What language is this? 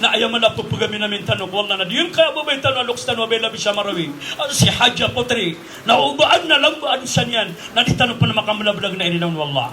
Maranao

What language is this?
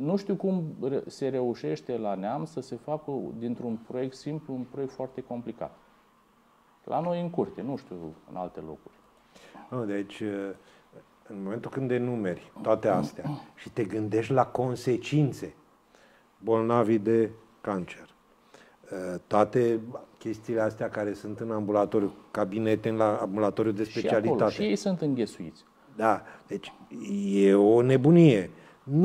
Romanian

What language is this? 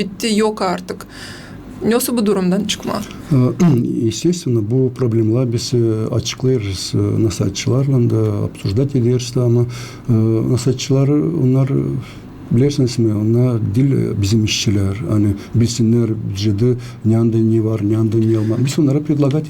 Gagauz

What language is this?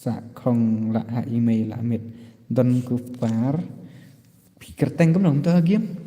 Khasi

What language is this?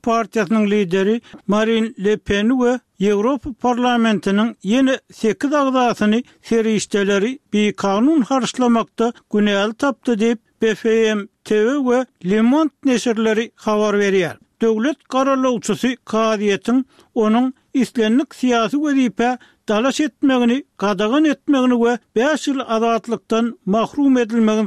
Turkmen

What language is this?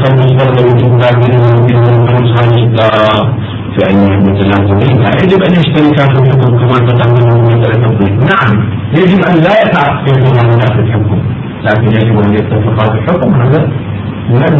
Arabic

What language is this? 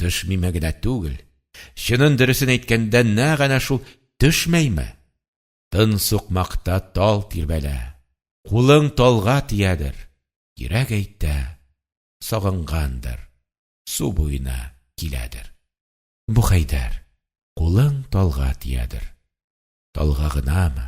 Tatar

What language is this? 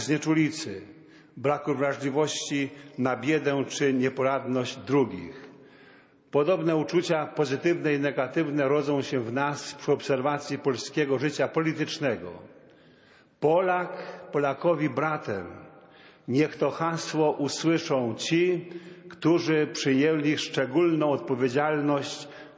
Polish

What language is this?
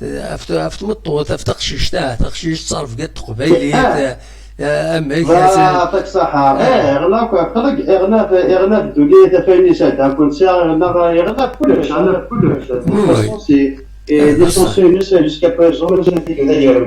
Kabyle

